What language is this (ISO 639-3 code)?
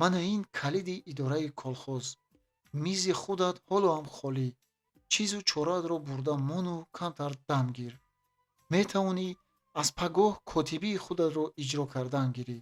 tgk